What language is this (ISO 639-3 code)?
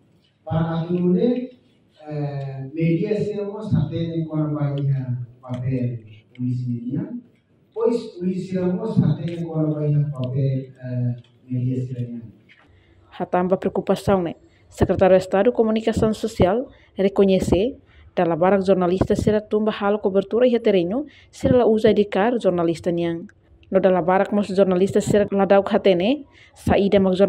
tet